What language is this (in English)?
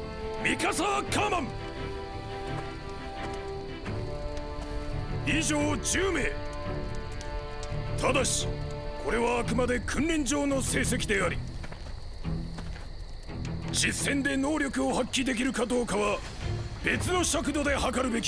Japanese